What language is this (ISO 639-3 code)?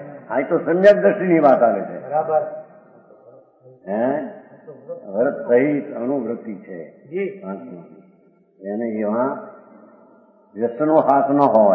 guj